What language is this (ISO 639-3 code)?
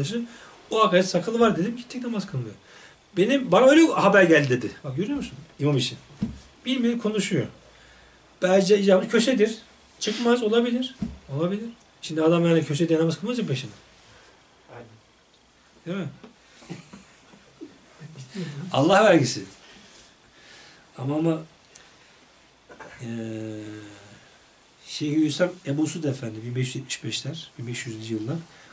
tur